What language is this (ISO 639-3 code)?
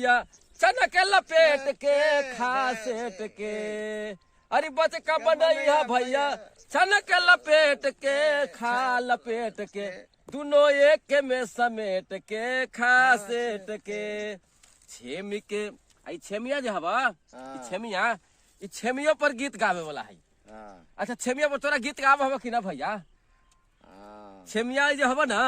mag